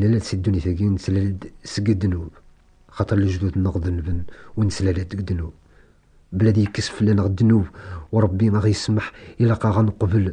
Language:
Kabyle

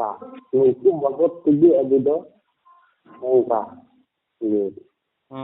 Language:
Santali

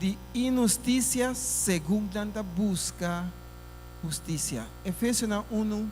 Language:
Papiamento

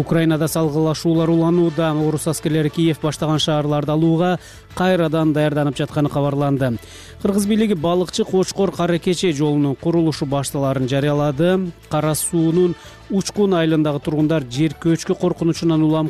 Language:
Kyrgyz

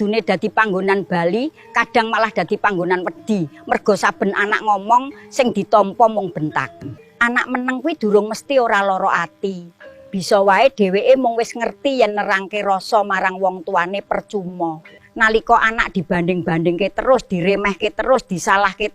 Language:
Javanese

